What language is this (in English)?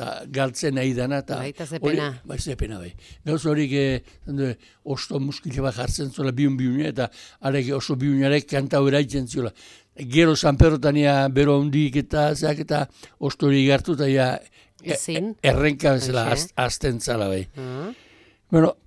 Basque